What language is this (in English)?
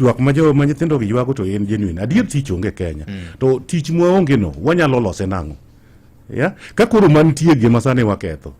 Luo (Kenya and Tanzania)